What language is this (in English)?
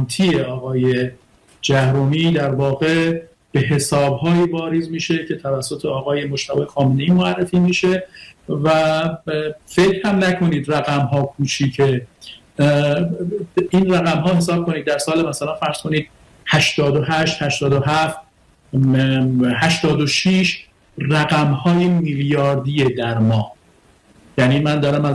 Persian